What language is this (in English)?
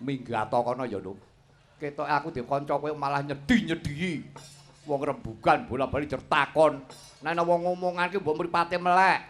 Javanese